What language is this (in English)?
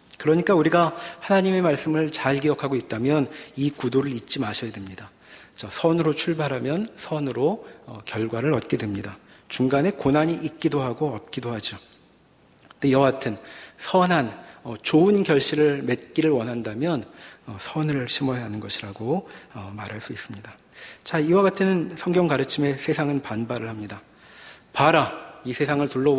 Korean